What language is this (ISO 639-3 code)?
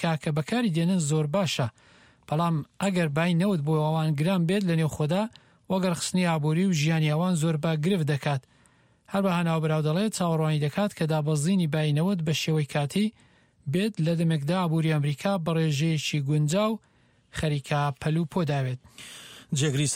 ckb